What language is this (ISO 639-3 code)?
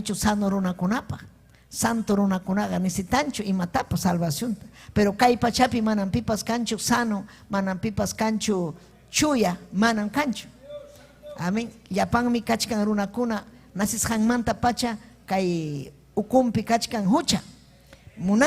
quy